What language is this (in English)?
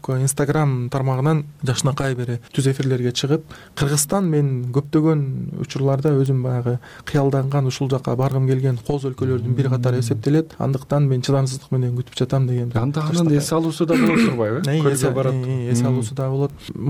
Kyrgyz